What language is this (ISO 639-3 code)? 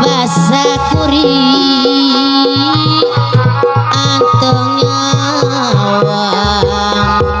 sun